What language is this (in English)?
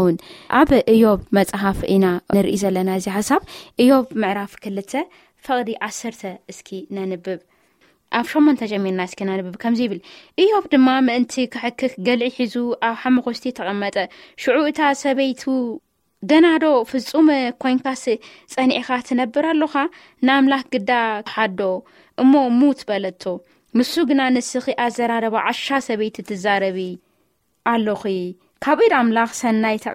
Tigrinya